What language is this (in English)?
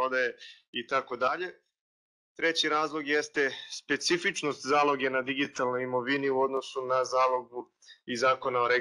Serbian